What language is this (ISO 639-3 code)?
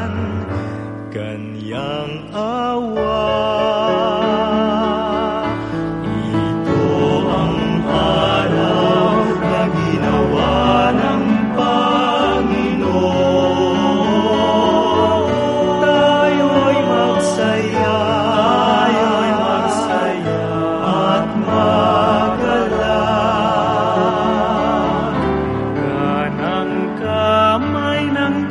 fil